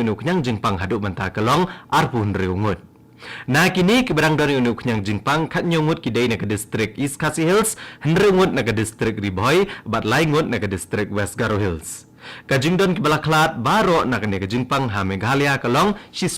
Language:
Khasi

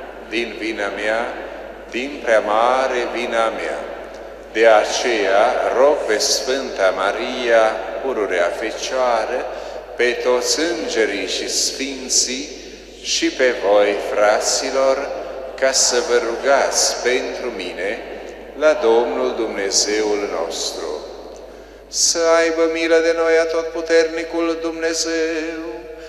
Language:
Romanian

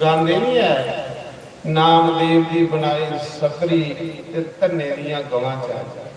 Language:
Dogri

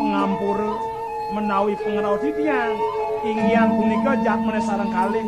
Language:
Balinese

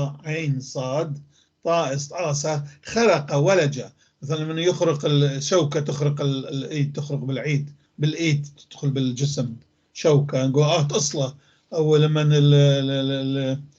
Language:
North Levantine Arabic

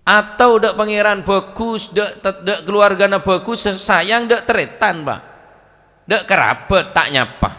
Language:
Madurese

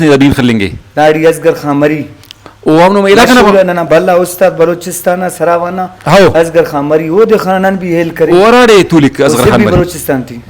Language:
Brahui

